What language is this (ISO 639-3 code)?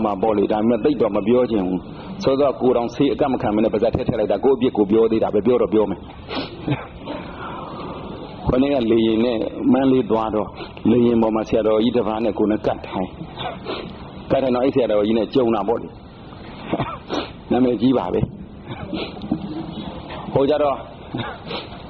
mya